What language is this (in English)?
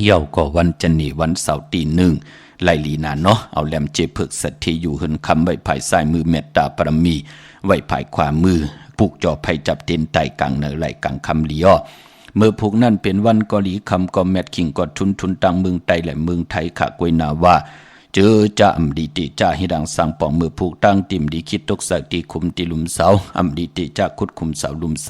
Shan